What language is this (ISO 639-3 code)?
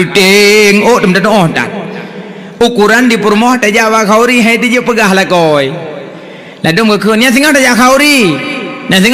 ace